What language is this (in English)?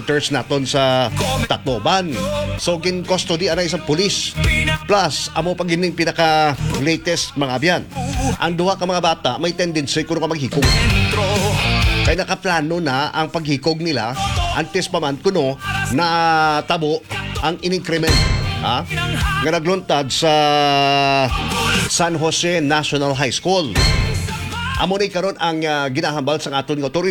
Hiligaynon